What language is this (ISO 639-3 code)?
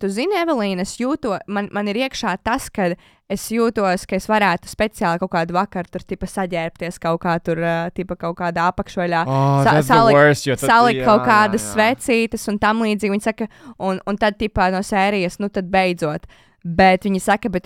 lav